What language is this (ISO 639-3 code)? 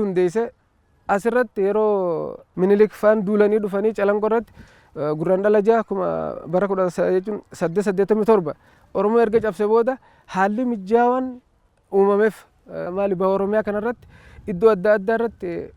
orm